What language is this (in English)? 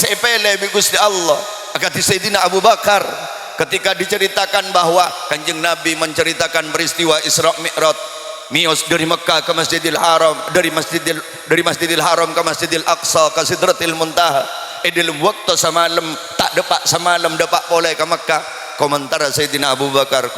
Madurese